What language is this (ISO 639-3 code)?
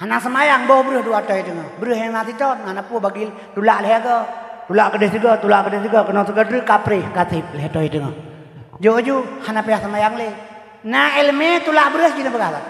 ace